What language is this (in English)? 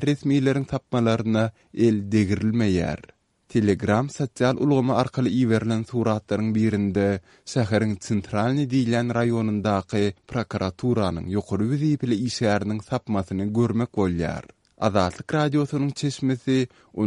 Turkmen